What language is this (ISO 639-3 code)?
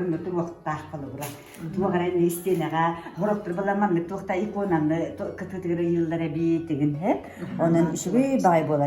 sah